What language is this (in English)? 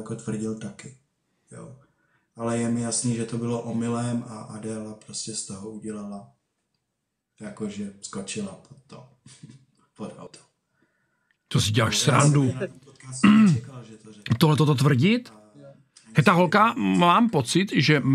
Czech